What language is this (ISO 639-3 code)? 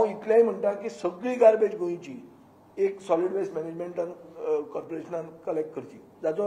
kok